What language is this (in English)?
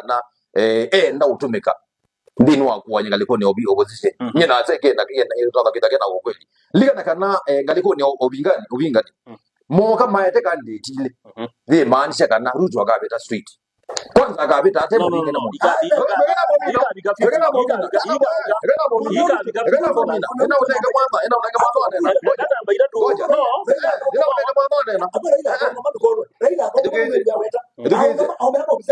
Kamba